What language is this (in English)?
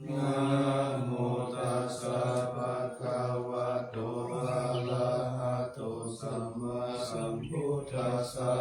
Pali